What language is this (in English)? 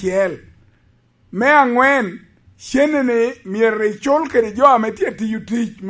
Lango (Uganda)